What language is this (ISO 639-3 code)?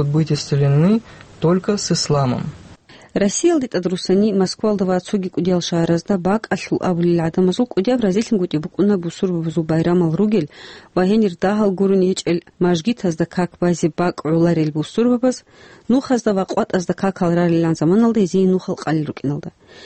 ava